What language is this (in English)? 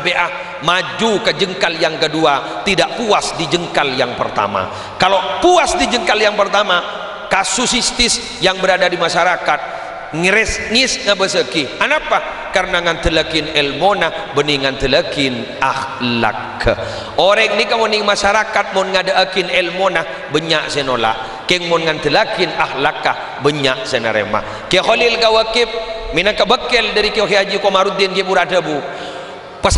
Madurese